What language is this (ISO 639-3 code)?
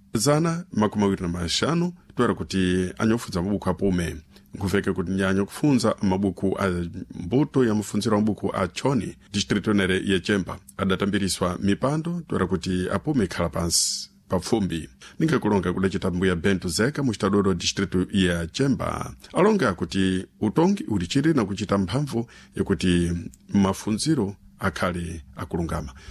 seh